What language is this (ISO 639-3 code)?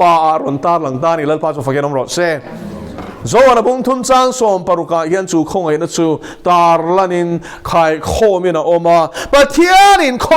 lus